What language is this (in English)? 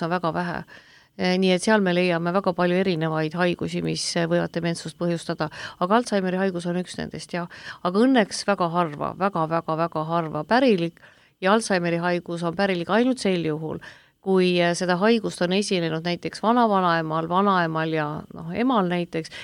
Estonian